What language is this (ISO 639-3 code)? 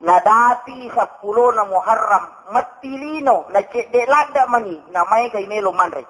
bug